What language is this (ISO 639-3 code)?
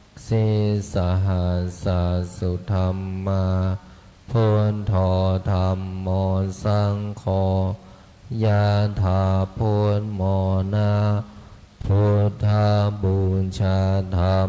pli